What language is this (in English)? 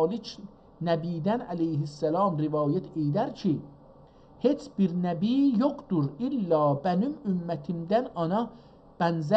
South Azerbaijani